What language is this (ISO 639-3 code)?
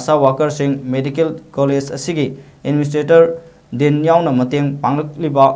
mni